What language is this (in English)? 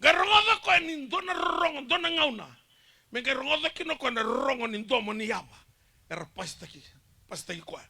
Fijian